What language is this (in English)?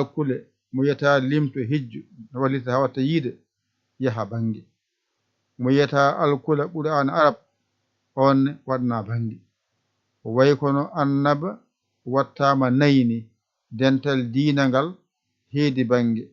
Fula